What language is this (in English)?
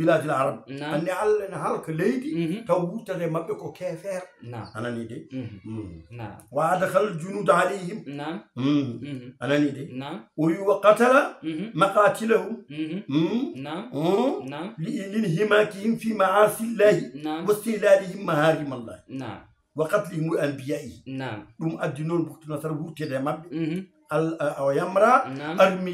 Fula